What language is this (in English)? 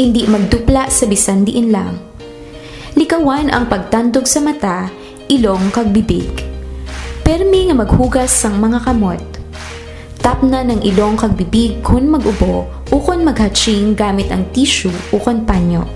Hiligaynon